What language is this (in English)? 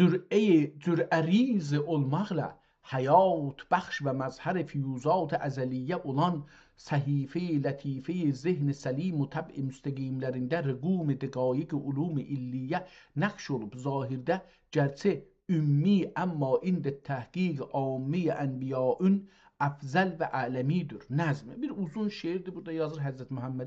South Azerbaijani